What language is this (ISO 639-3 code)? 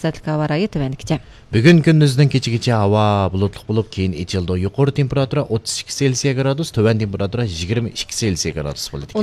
uig